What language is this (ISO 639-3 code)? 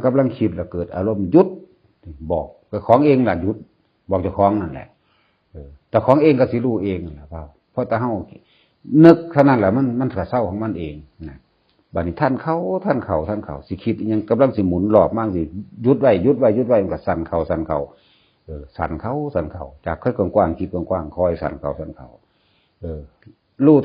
tts